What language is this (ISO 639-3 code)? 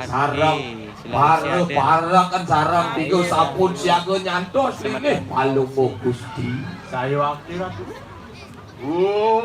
ban